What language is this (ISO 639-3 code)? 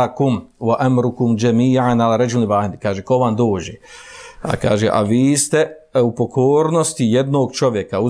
bos